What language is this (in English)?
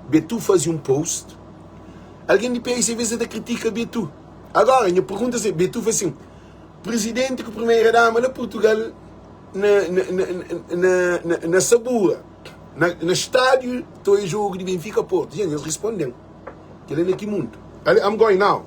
Kabuverdianu